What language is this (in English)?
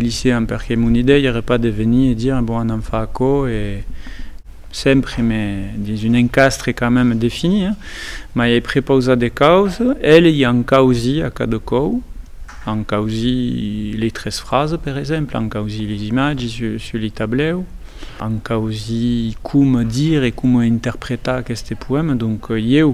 Occitan